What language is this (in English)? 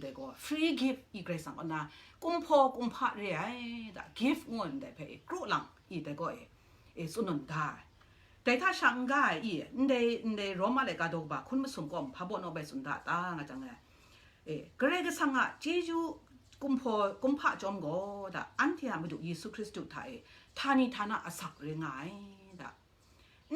Kachin